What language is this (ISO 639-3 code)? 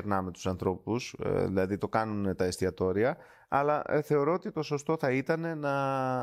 ell